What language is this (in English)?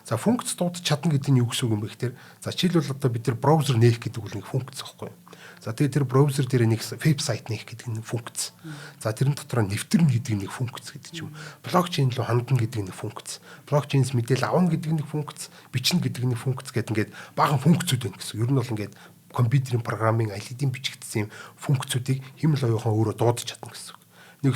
Mongolian